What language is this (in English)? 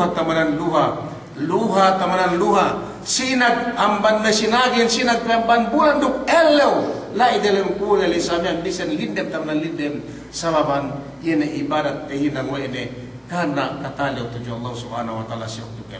Yakan